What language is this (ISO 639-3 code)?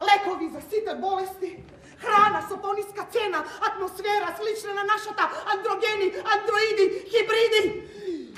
mkd